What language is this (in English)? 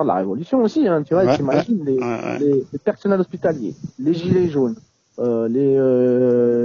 French